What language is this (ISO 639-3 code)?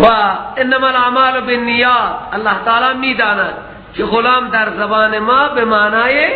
fas